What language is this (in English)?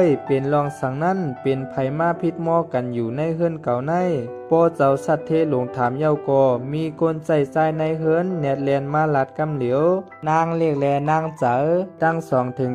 Shan